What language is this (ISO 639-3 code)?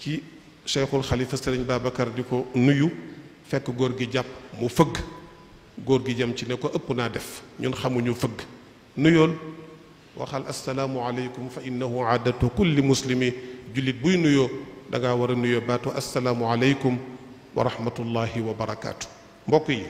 wol